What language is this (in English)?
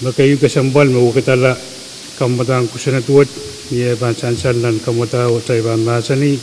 Pohnpeian